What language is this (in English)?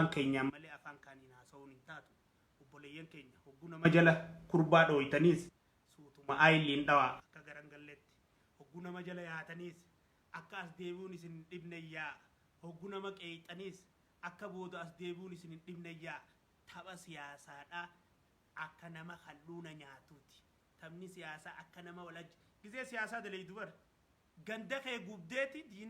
Oromo